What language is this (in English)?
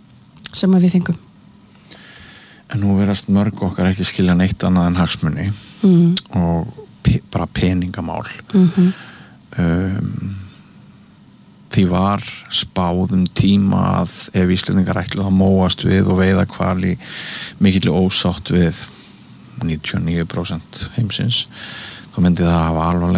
Icelandic